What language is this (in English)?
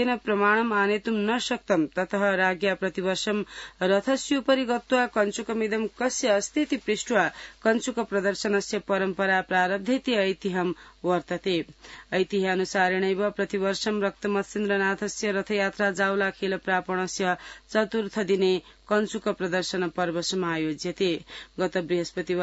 Sanskrit